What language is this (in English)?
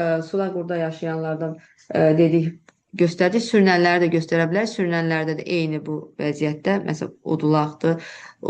Azerbaijani